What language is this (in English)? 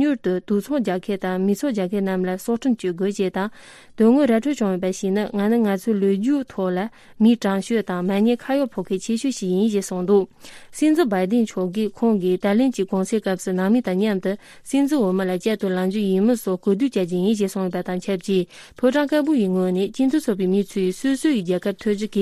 Tibetan